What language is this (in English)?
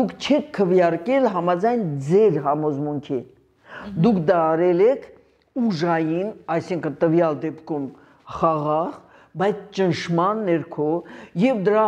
Armenian